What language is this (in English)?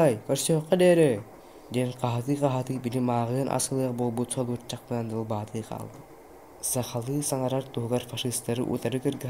Yakut